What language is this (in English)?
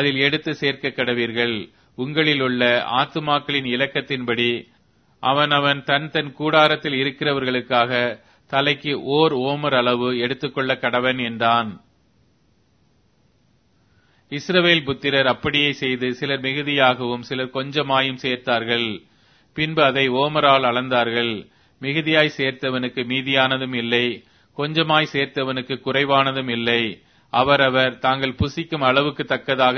Tamil